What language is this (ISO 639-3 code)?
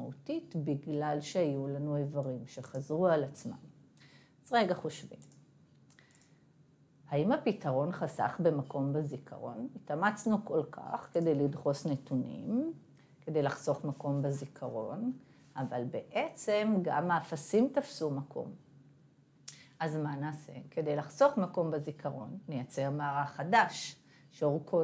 heb